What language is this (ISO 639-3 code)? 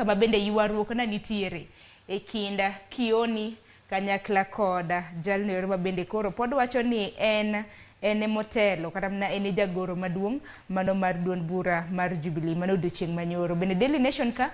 luo